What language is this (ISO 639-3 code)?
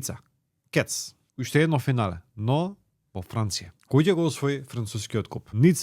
mkd